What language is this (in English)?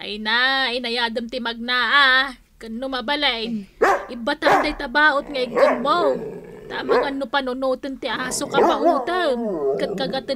Iloko